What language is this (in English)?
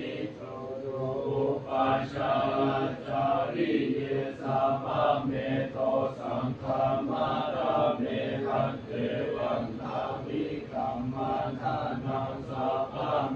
Pali